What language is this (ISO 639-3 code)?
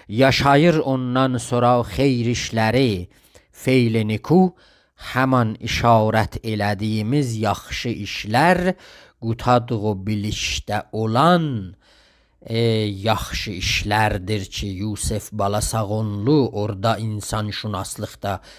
azb